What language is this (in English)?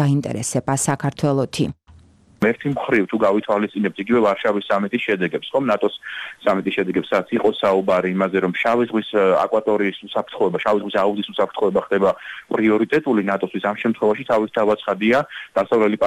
Georgian